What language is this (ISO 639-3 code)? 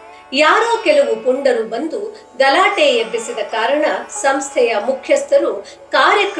kan